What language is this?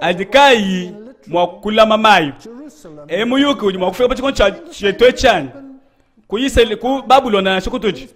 Luba-Lulua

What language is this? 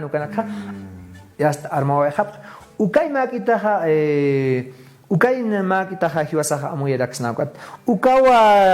Aymara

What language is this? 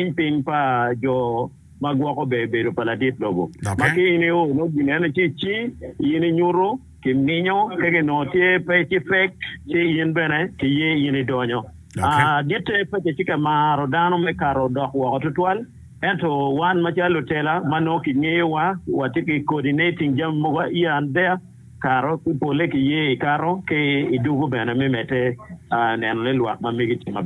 Acoli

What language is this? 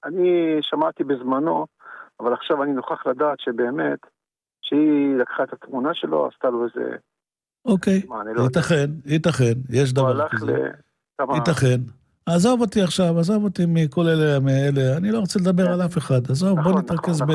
Hebrew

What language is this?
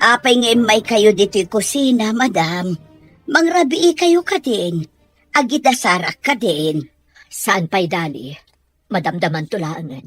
Iloko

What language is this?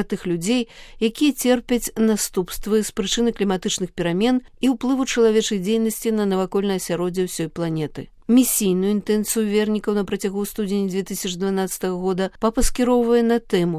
Belarusian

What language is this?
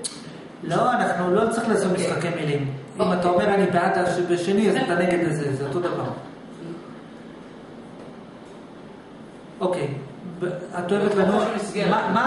Hebrew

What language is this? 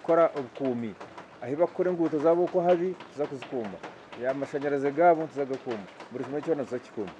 Nyankole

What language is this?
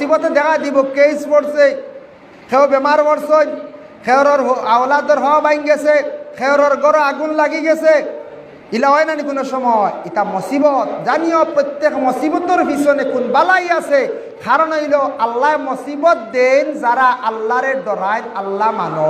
Sylheti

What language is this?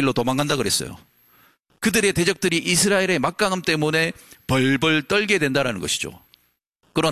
Korean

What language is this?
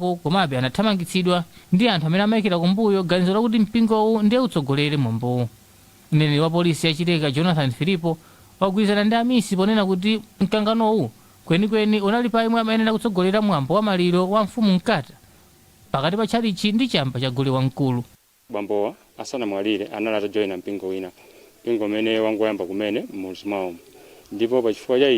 Nyanja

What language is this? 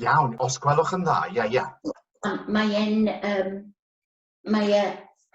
Welsh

